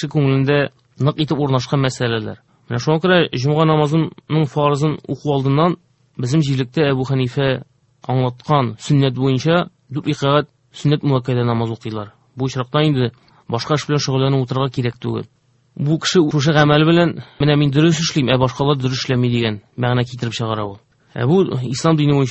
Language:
Tatar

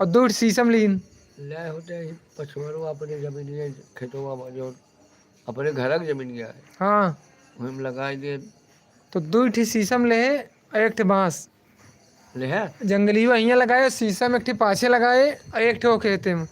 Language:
Awadhi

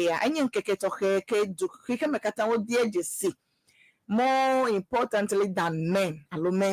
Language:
Ewe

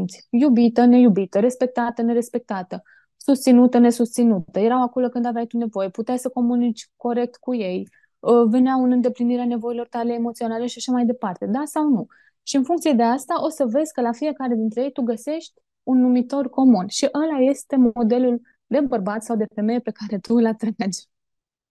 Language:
Romanian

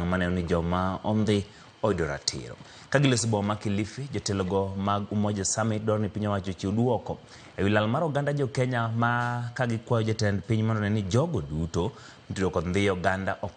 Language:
Luo (Kenya and Tanzania)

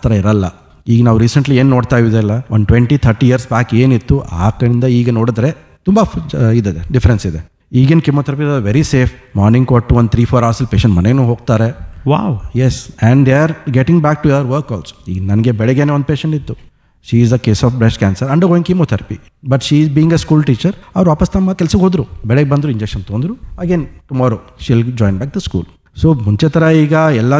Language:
Kannada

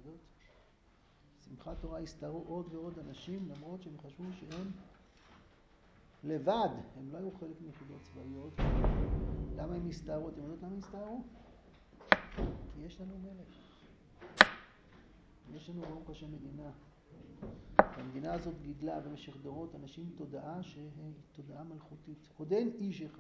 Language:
Hebrew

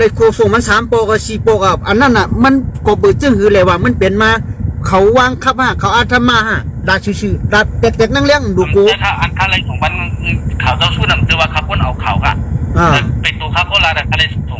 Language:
Shan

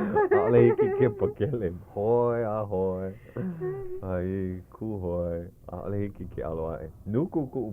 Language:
Hawaiian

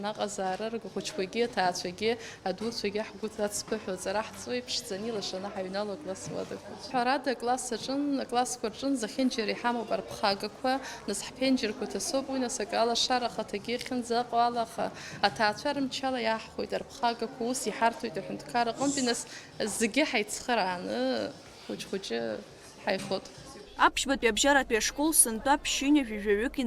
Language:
Abkhazian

